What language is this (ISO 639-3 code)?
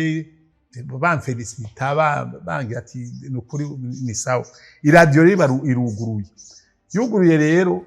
run